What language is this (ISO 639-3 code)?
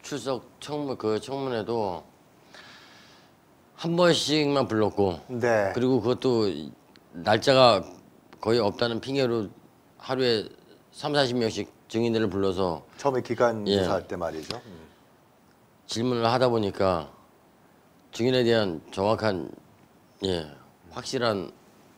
kor